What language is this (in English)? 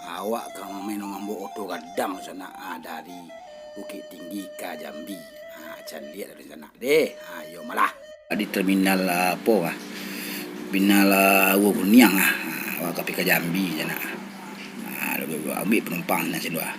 Minangkabau